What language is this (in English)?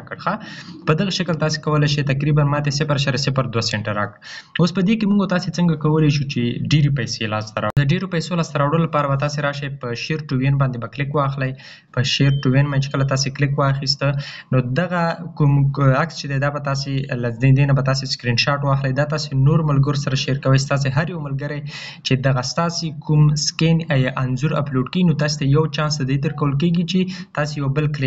Pashto